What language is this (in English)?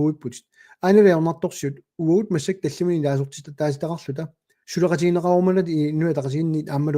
Kalaallisut